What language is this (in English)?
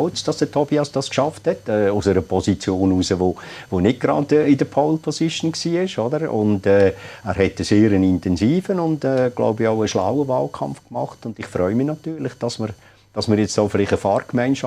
Swiss German